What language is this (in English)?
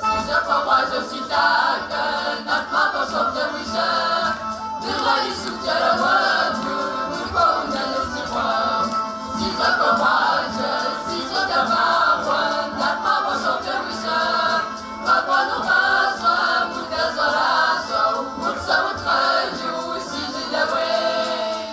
Kabardian